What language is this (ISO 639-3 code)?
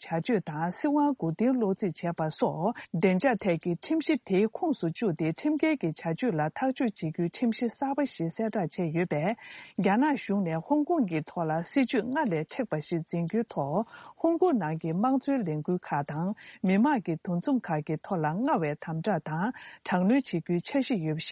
bod